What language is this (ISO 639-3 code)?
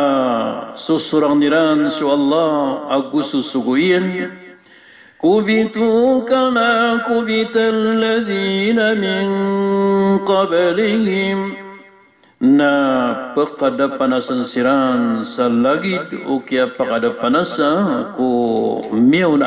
mrw